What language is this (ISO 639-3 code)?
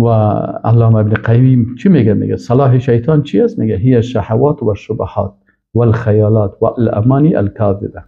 fas